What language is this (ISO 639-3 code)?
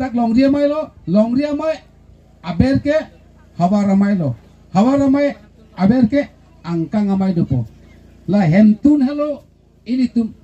mjw